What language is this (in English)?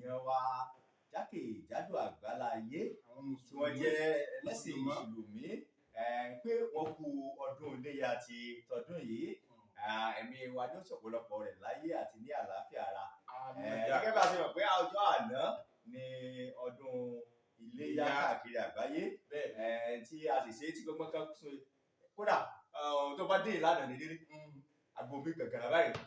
Yoruba